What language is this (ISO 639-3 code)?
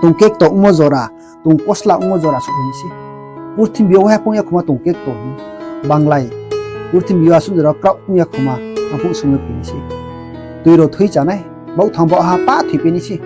ria